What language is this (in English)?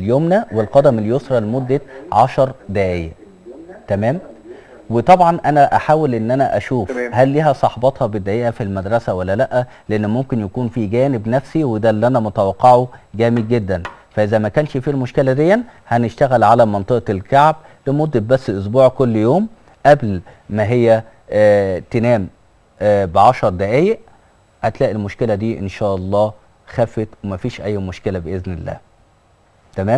Egyptian Arabic